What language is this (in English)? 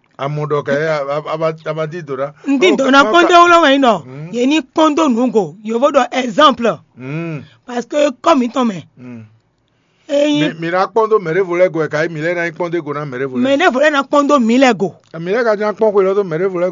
Fon